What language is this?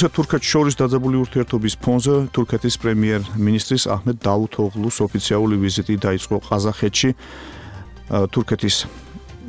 Georgian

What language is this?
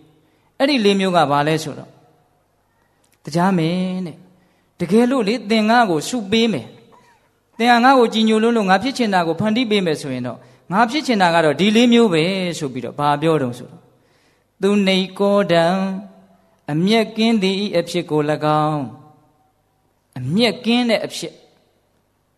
Burmese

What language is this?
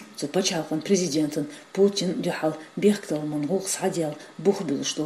Chechen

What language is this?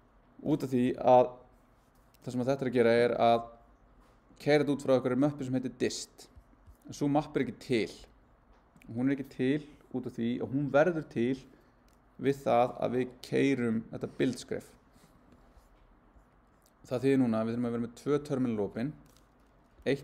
Icelandic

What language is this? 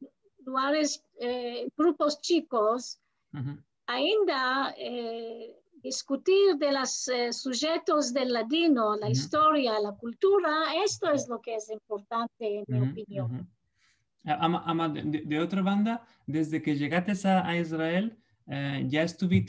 Ladino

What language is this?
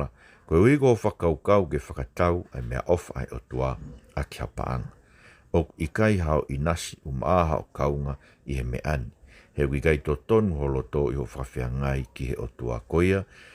Tongan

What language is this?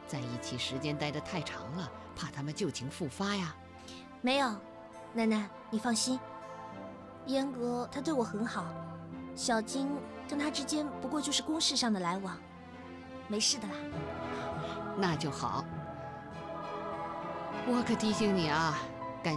Chinese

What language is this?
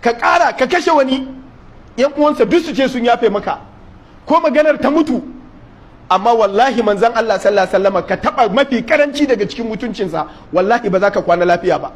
Hausa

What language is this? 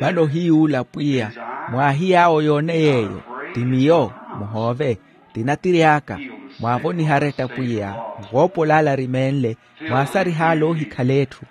Makhuwa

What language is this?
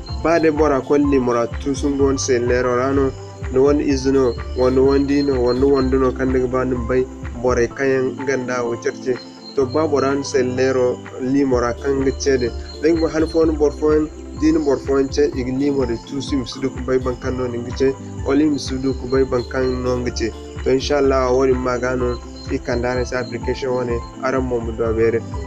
Zarma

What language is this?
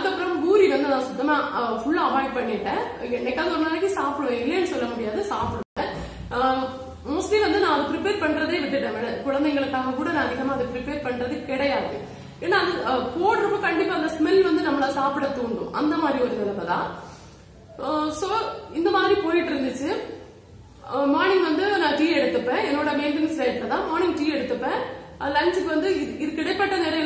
Tamil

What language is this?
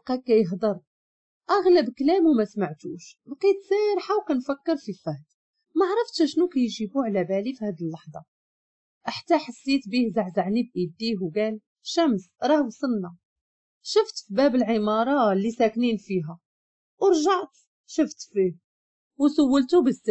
Moroccan Arabic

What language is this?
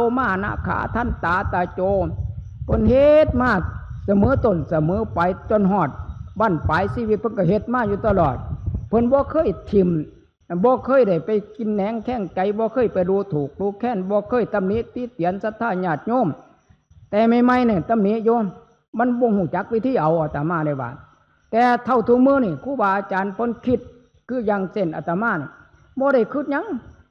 Northeastern Thai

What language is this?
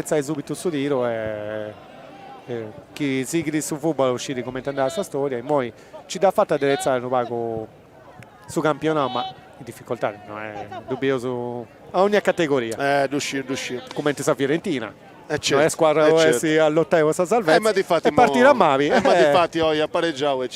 Sardinian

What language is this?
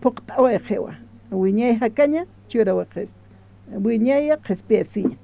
Aymara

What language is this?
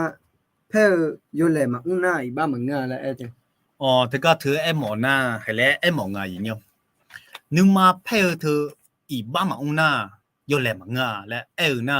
Akha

